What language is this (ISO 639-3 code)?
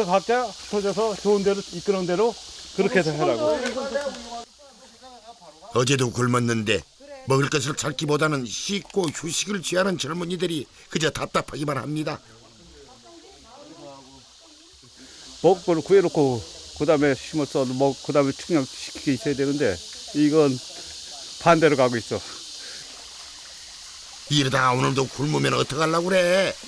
kor